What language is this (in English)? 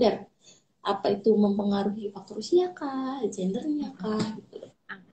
Indonesian